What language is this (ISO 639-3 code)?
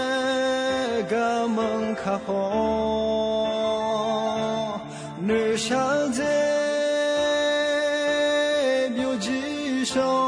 ahk